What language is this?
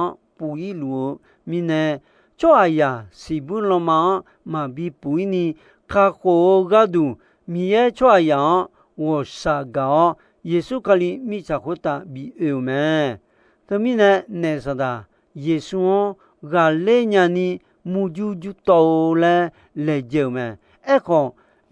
Akha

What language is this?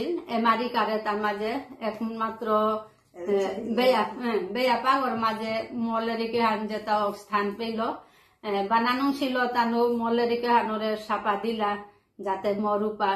Bishnupriya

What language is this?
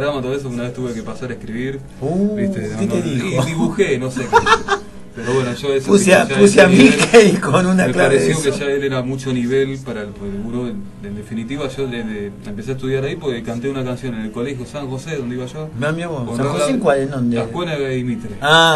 Spanish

